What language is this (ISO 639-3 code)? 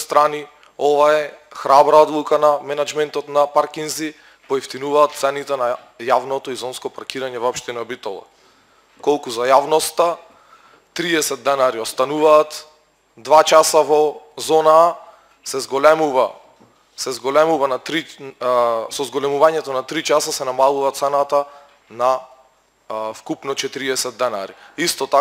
mkd